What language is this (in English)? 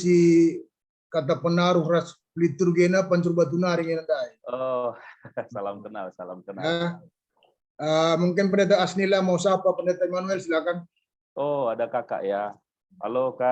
Batak Karo